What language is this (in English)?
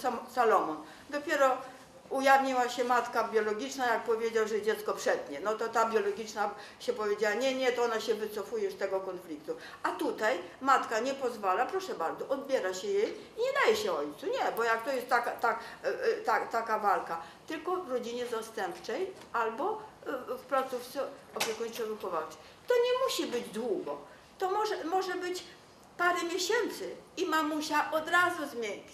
Polish